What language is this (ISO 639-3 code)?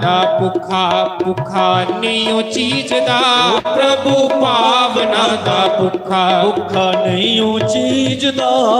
doi